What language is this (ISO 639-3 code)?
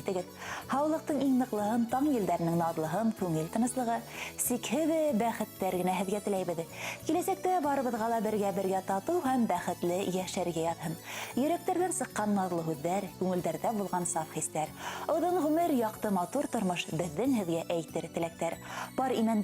bak